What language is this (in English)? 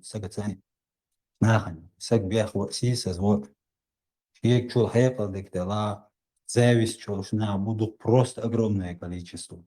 Chechen